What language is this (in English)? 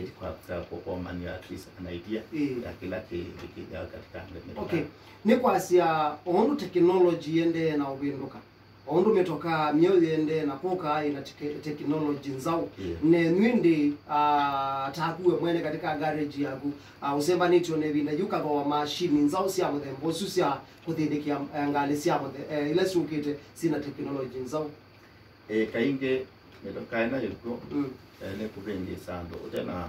Kamba